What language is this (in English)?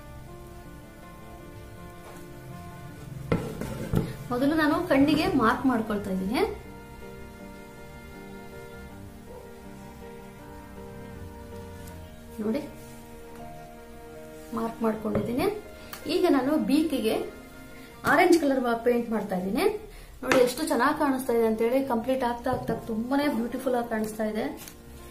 Kannada